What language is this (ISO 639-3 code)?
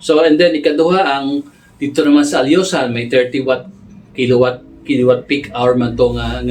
hil